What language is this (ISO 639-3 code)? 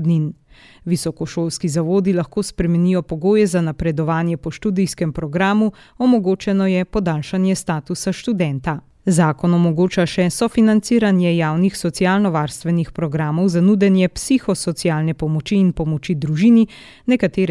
slv